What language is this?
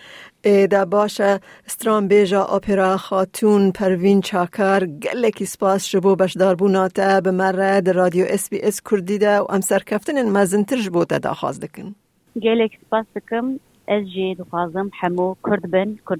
Kurdish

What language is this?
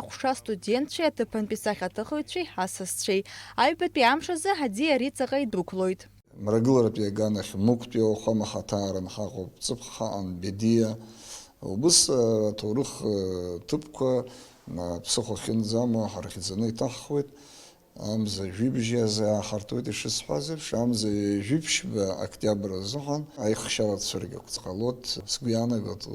Abkhazian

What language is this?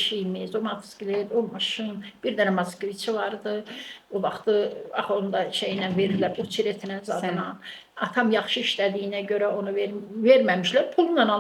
Azerbaijani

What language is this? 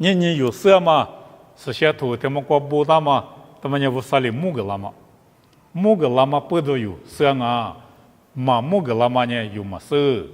Lisu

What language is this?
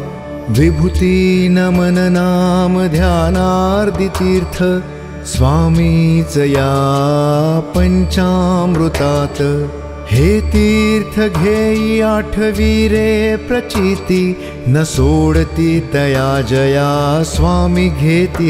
Marathi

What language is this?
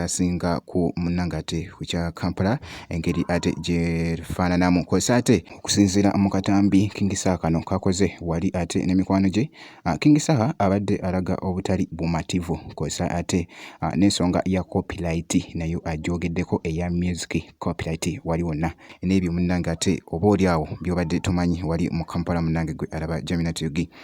Ganda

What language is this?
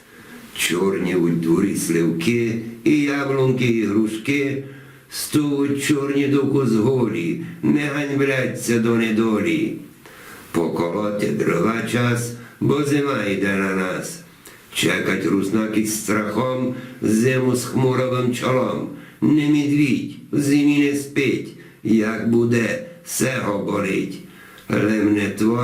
Rusyn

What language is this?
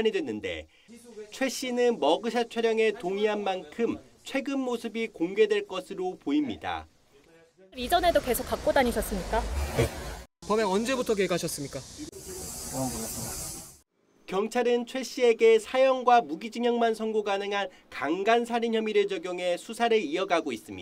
Korean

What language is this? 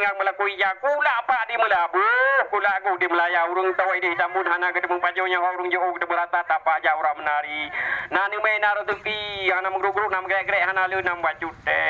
Achinese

